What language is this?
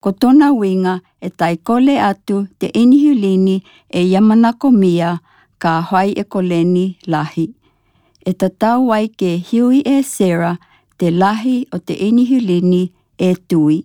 Tokelau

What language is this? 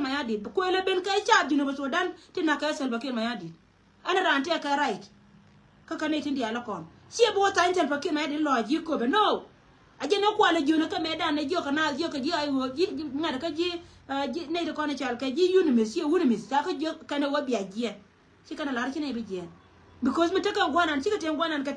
Nuer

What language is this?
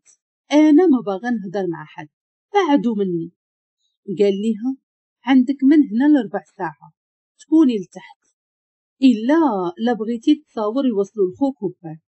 Moroccan Arabic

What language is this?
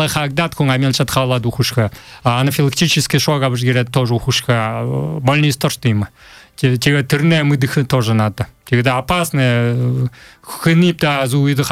Buriat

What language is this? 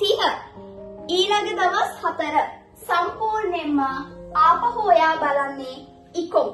Sinhala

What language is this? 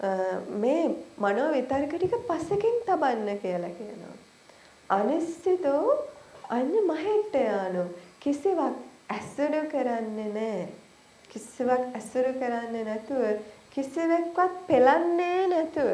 Sinhala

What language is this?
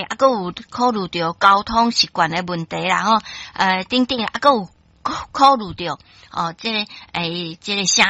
Min Nan Chinese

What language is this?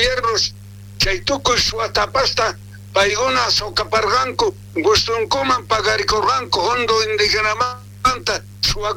South Bolivian Quechua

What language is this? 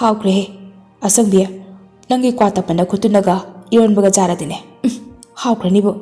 Manipuri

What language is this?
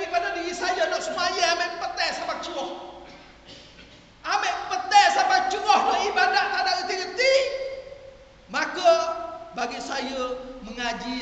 Malay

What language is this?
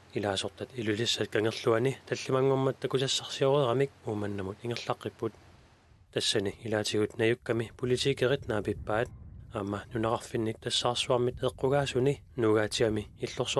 Kalaallisut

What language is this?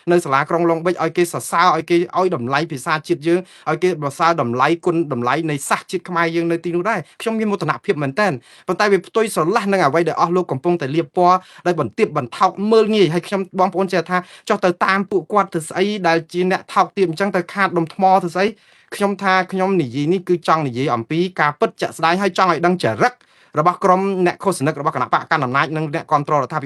Khmer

